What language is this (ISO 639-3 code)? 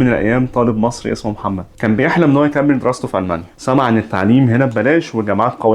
arz